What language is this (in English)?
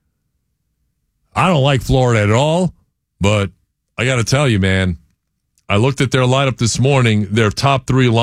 English